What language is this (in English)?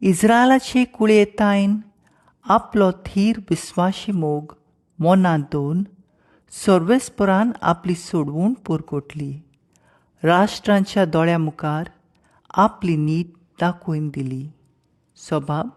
Konkani